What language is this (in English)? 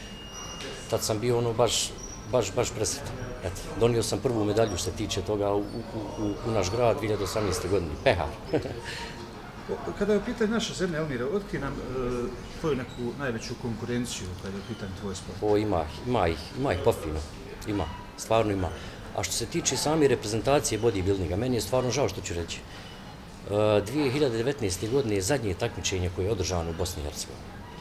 Bosnian